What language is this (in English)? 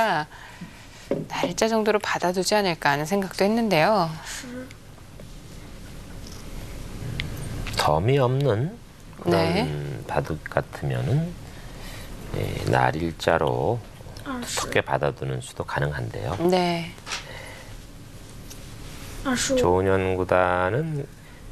Korean